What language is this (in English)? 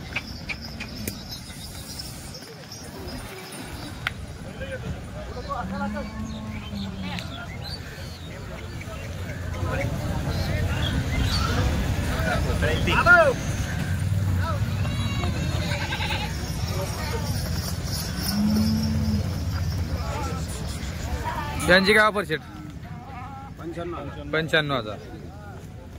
Marathi